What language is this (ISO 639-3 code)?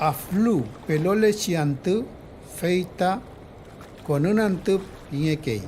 arn